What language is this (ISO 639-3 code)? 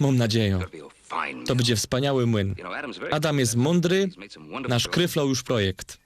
szl